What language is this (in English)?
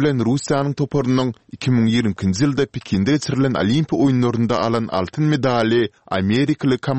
Turkmen